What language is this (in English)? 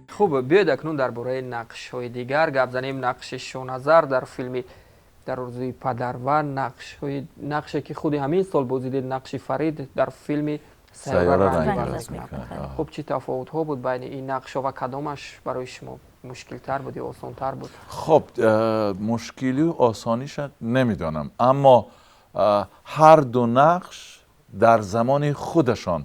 Tajik